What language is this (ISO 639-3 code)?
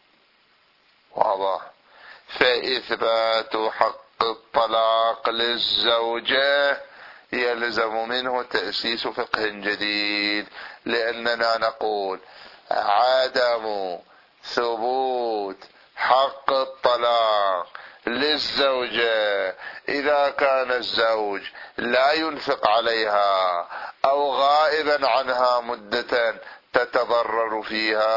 ara